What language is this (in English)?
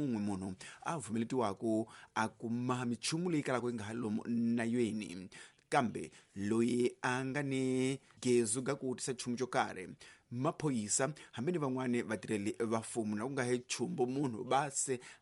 Tsonga